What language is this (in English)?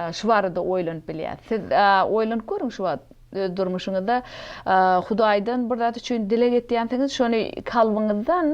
Turkmen